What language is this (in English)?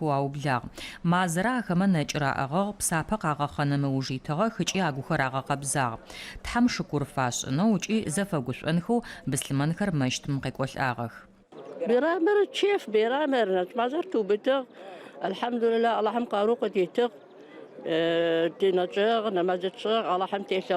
Adyghe